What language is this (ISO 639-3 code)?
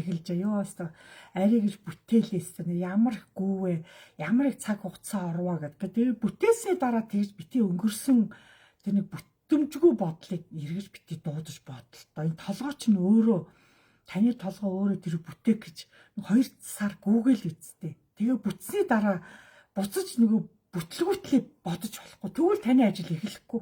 mon